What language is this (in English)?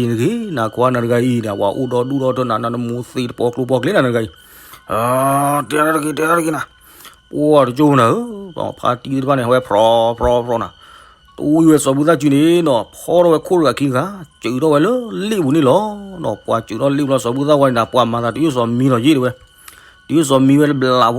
S'gaw Karen